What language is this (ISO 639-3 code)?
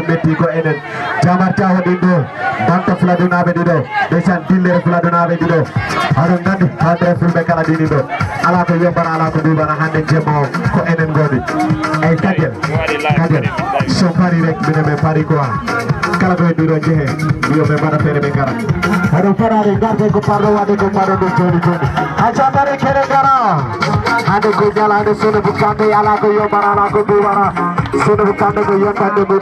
ful